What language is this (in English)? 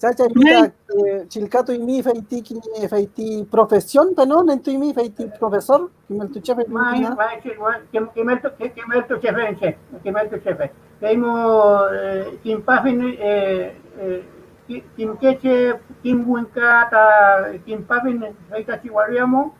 Mapuche